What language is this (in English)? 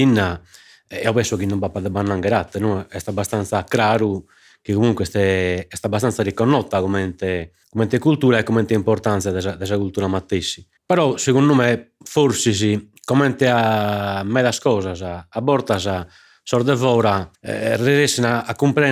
Sardinian